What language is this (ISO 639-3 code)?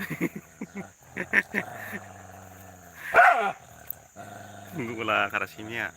brx